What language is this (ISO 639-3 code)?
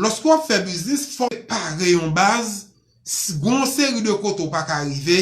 hat